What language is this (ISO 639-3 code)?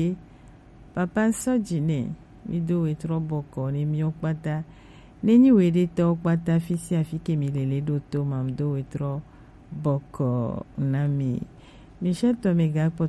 gej